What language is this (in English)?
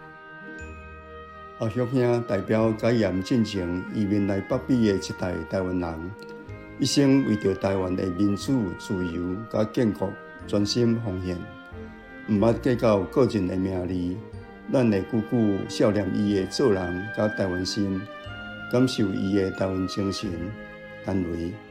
Min Nan Chinese